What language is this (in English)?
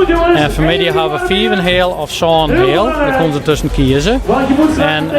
Western Frisian